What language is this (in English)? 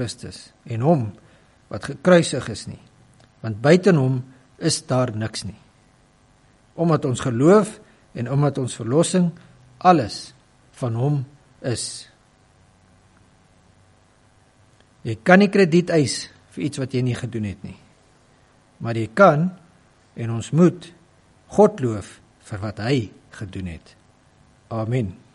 Afrikaans